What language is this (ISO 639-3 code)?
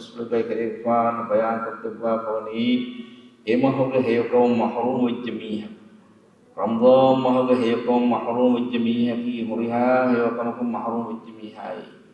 div